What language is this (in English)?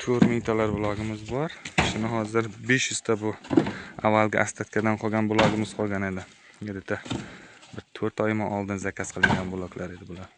Uzbek